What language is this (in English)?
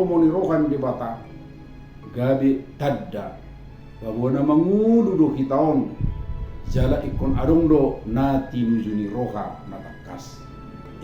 Batak Toba